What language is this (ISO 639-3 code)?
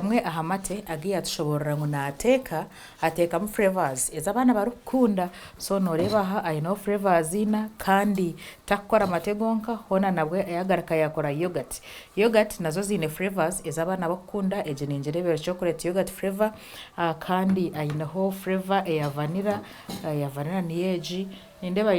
nyn